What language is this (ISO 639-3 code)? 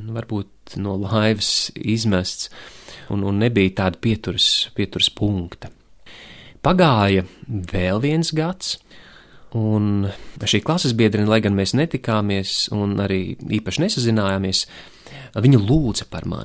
lav